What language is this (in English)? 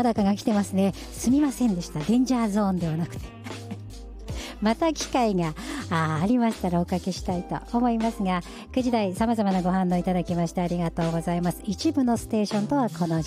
Japanese